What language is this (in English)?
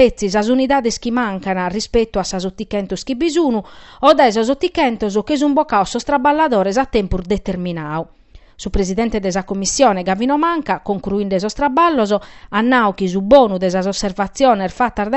Sardinian